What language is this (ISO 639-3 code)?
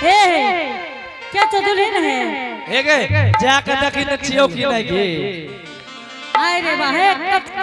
anp